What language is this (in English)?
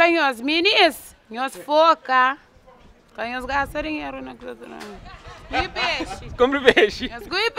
Kabuverdianu